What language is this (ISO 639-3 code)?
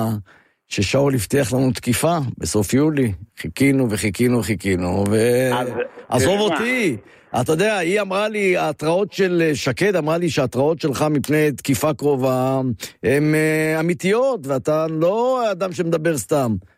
heb